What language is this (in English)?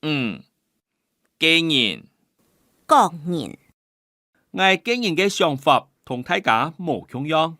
Hakka Chinese